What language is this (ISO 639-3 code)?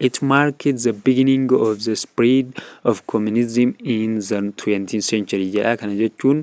orm